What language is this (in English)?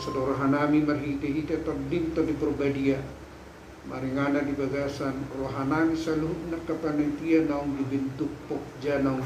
Batak Toba